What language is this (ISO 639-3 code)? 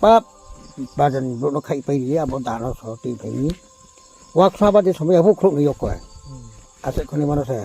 ria